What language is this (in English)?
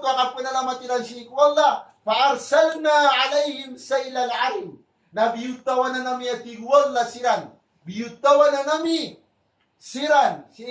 Maranao